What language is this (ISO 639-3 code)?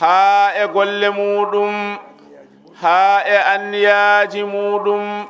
ful